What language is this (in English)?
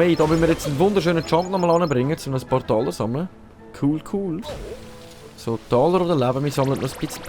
Swiss German